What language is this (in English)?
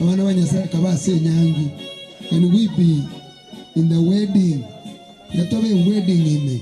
Gusii